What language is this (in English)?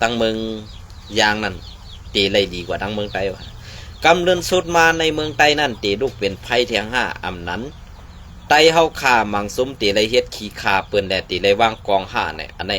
Shan